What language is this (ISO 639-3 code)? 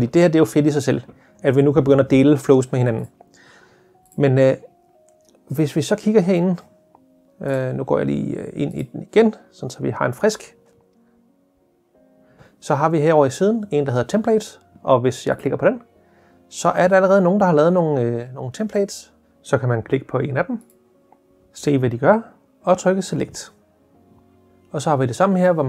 dan